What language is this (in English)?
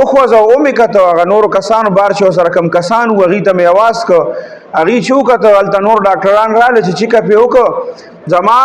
Pashto